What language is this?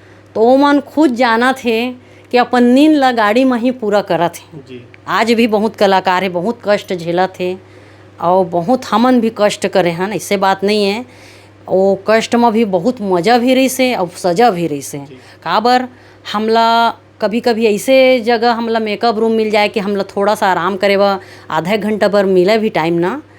Chhattisgarhi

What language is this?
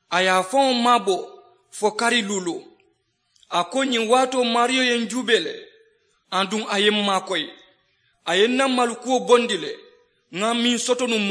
Mandingo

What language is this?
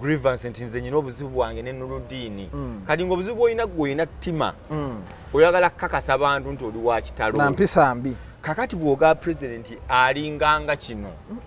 Ganda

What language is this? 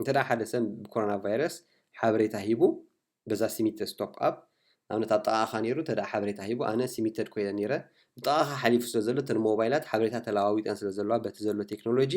Tigrinya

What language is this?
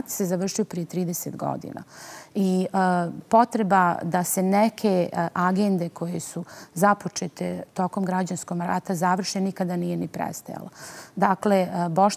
Bosnian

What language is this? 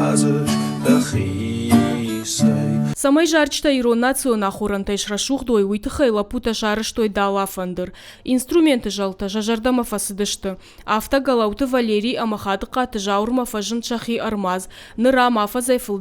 Ossetic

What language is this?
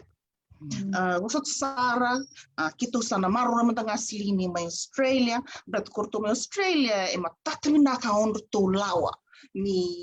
Fijian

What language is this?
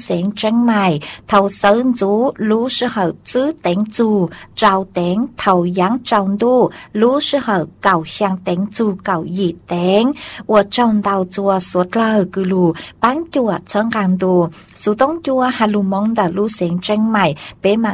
Vietnamese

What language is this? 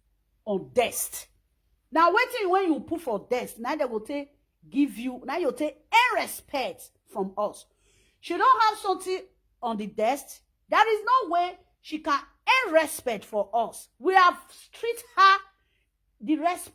Nigerian Pidgin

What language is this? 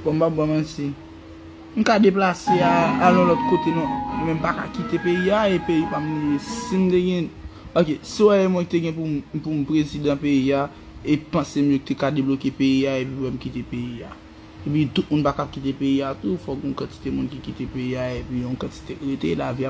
Haitian Creole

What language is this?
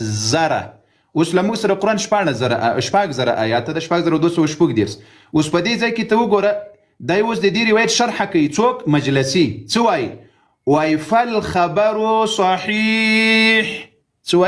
Pashto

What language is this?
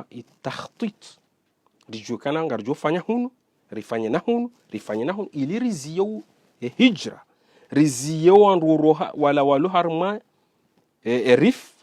Ngazidja Comorian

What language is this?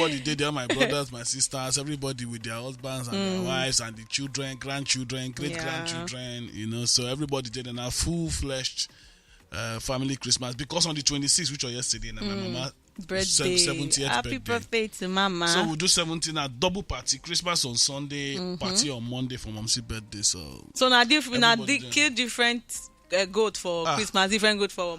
Nigerian Pidgin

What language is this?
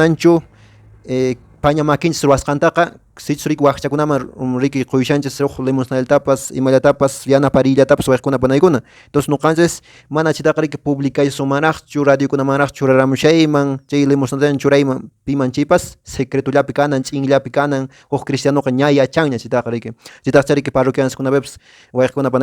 Quechua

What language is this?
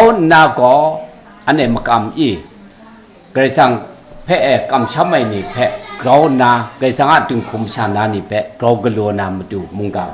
Kachin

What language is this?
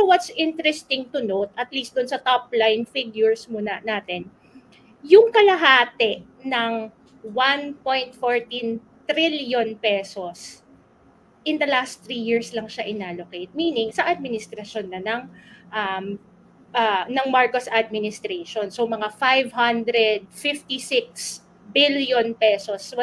Filipino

